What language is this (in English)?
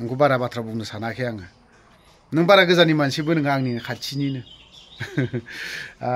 Bodo